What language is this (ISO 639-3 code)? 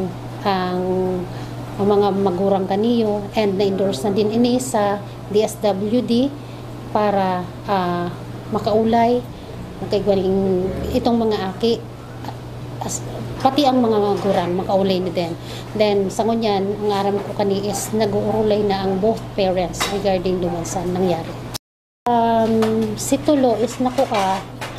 bik